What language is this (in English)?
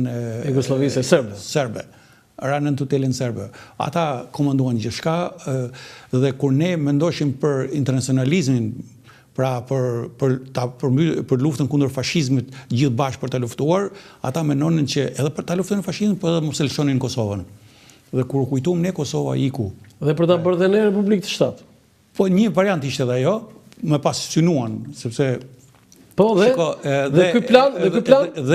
Albanian